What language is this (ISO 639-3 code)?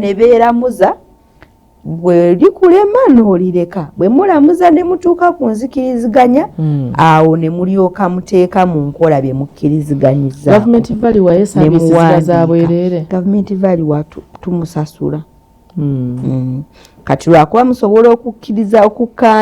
lug